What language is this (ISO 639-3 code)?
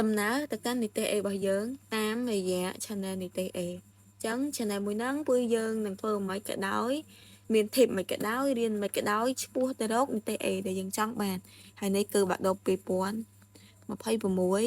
khm